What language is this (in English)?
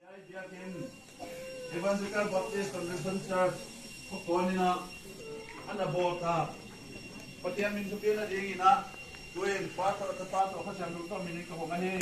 Paite Chin